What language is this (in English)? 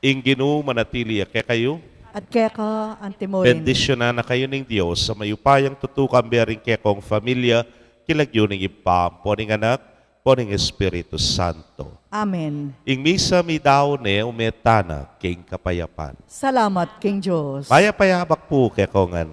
Pampanga